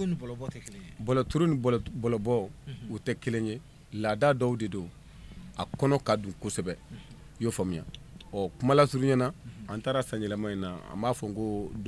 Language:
Bambara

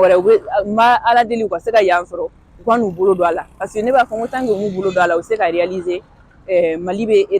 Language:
Bambara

